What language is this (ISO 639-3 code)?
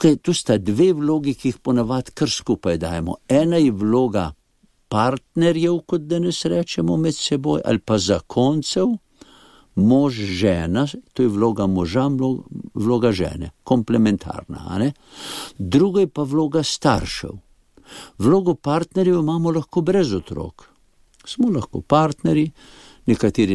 slv